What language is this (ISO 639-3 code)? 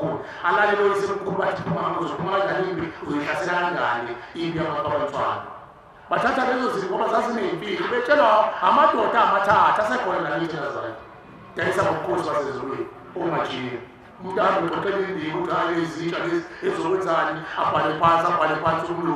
zul